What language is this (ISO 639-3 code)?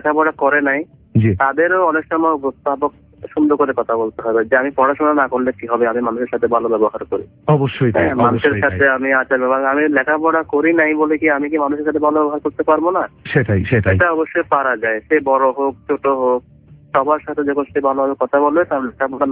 ben